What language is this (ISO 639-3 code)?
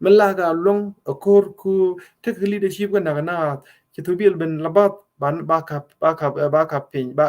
nus